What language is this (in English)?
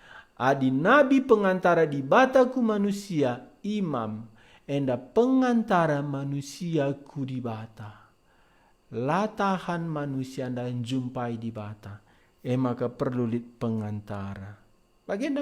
Batak Karo